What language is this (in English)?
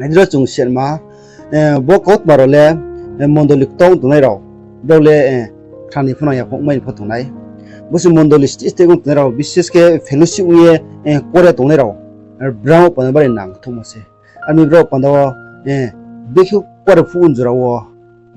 Riang (India)